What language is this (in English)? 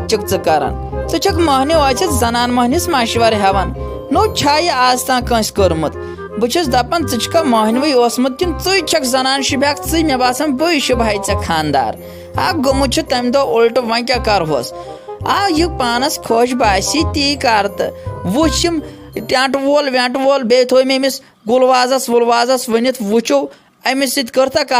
Kashmiri